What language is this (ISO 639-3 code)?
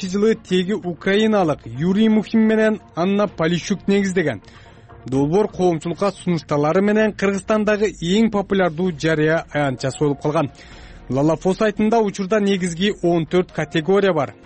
kir